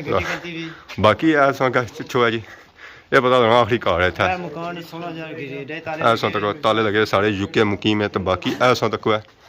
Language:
Pahari-Potwari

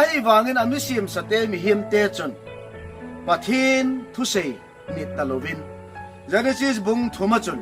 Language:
Thado Chin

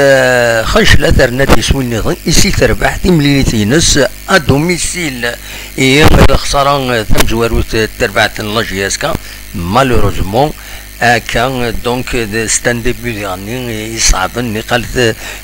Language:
Kabyle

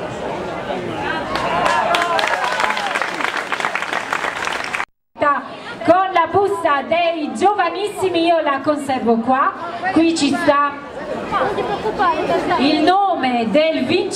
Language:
Italian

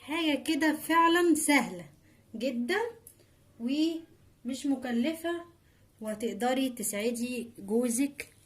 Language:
Egyptian Arabic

